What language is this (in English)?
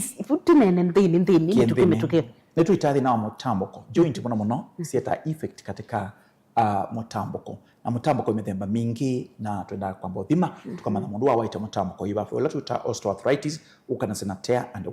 Kamba